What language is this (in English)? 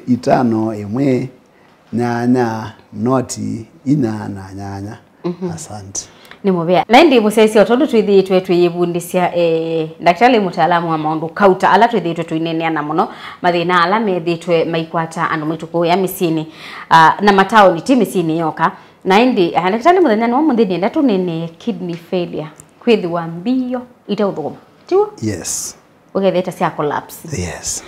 Kamba